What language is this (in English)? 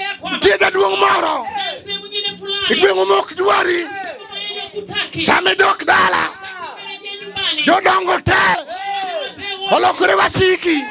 Luo (Kenya and Tanzania)